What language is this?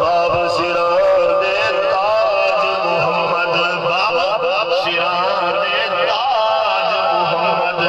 Saraiki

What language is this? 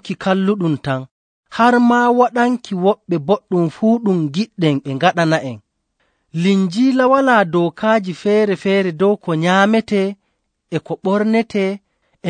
Nigerian Fulfulde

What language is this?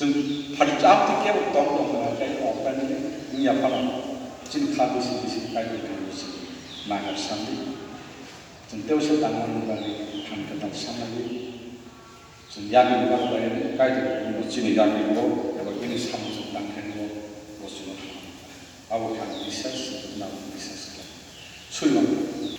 Kok Borok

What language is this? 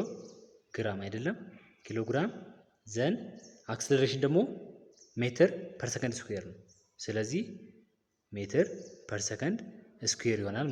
Amharic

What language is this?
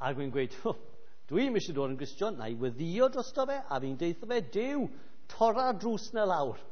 Welsh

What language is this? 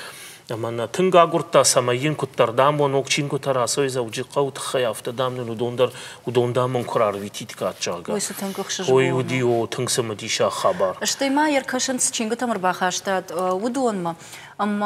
Ossetic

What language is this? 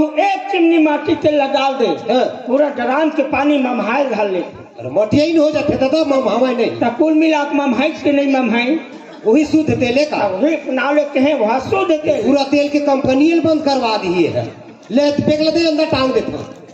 Chhattisgarhi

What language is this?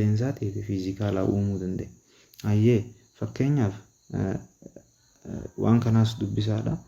Oromo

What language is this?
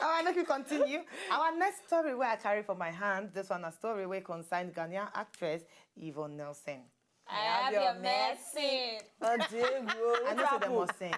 Nigerian Pidgin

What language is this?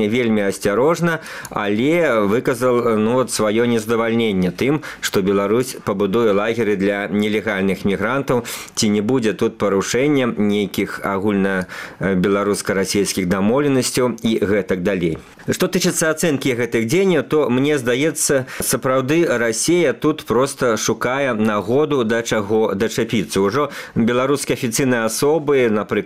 Belarusian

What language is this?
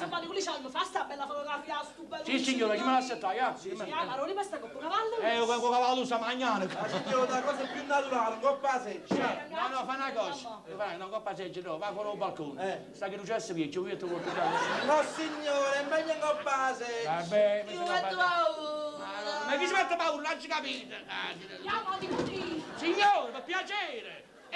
Neapolitan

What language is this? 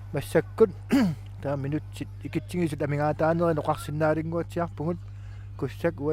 Kalaallisut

